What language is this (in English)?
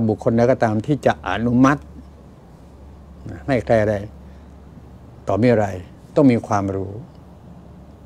Thai